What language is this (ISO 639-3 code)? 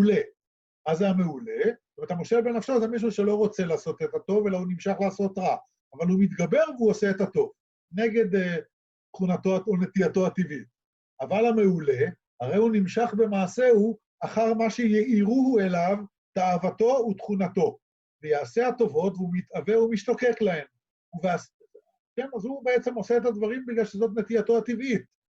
heb